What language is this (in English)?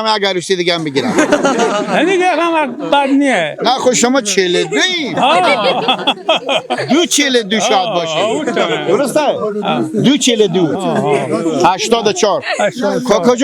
Persian